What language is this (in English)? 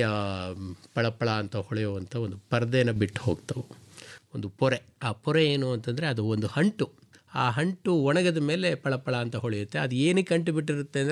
Kannada